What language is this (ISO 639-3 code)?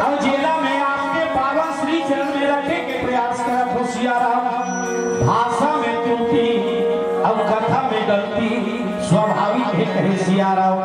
hne